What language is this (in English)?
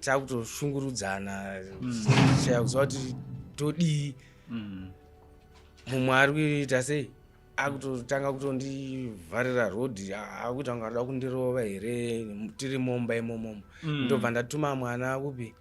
Shona